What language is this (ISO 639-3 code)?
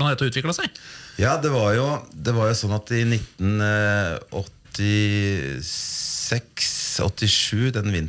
nor